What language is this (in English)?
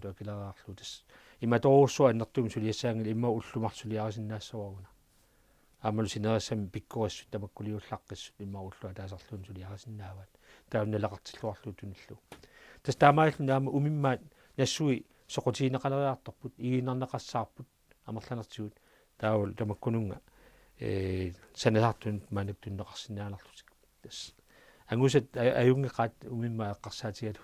Kalaallisut